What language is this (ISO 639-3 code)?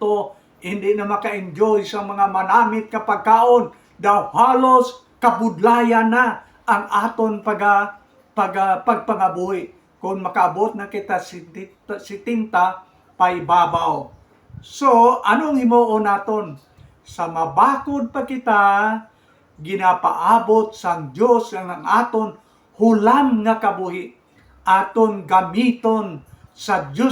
hil